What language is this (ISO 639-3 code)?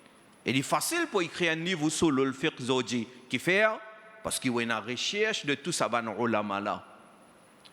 mfe